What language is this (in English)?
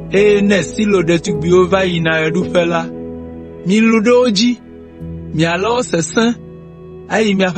Ewe